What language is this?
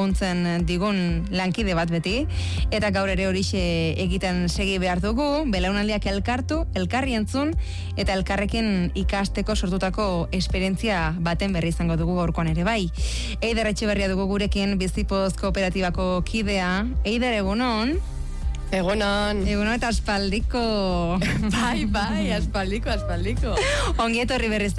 Basque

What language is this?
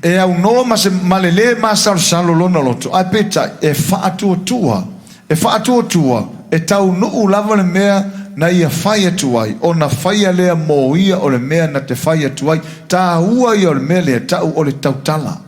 Samoan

